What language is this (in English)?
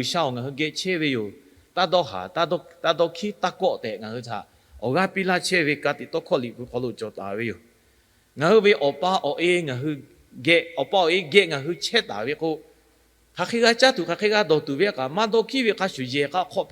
Lahu